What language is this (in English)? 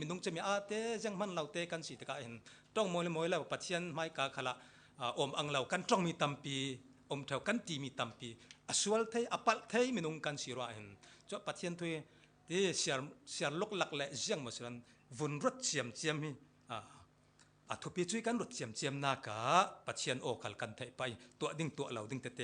Falam Chin